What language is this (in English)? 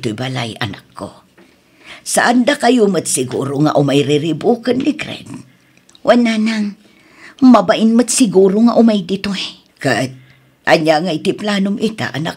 Iloko